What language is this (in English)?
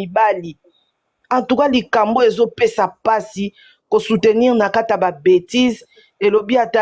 Lingala